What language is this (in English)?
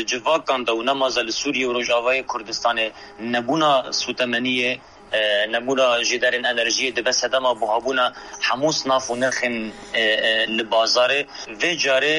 Kurdish